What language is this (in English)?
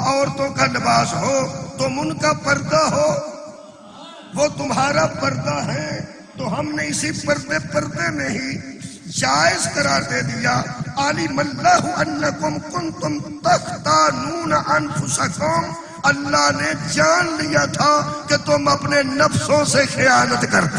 Urdu